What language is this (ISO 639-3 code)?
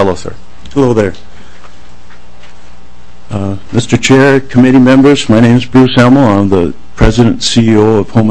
eng